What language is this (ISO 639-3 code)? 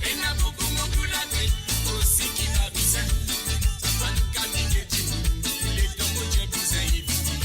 mfe